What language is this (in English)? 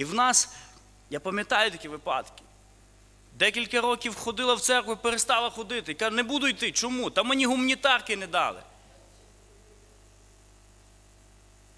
Ukrainian